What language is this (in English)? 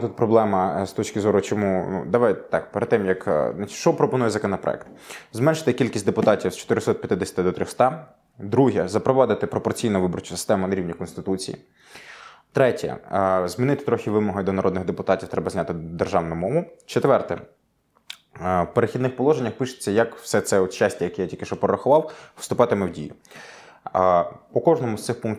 Ukrainian